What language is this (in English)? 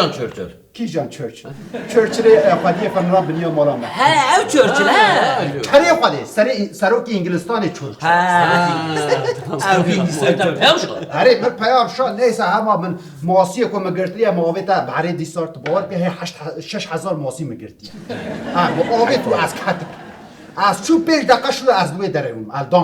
Kurdish